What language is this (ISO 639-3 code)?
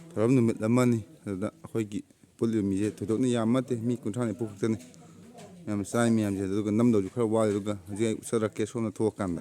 mni